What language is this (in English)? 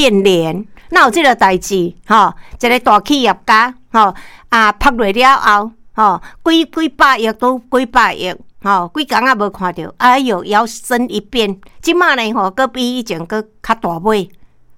Min Nan Chinese